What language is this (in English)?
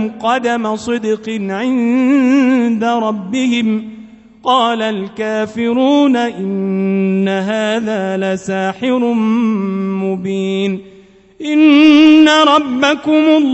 Arabic